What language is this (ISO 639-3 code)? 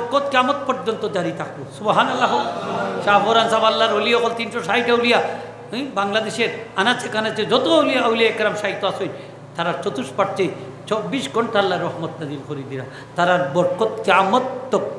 syl